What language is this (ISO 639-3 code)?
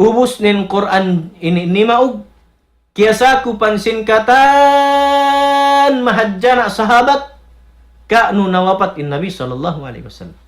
tsg